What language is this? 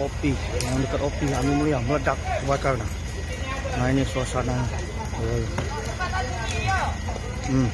Musi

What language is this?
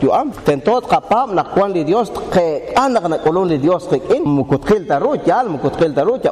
Kekchí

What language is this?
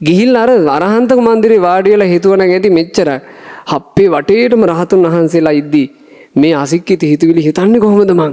Sinhala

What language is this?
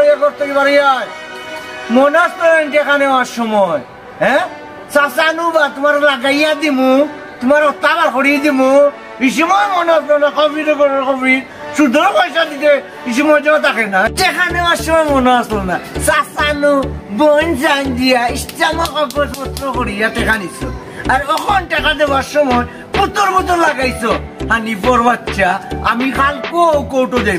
Sylheti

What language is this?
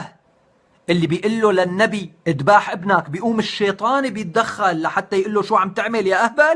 North Levantine Arabic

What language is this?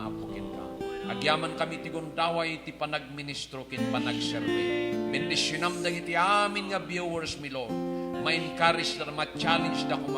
Iloko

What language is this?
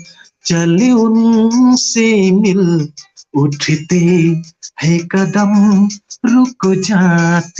Hmar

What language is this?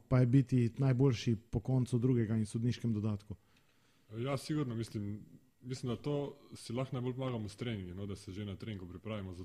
Slovenian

